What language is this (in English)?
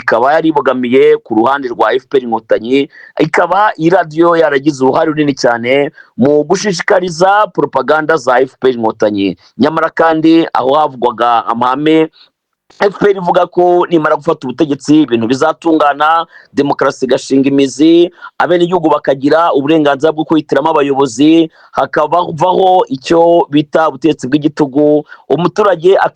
Kinyarwanda